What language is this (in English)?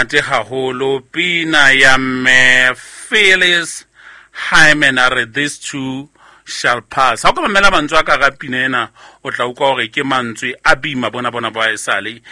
Southern Sotho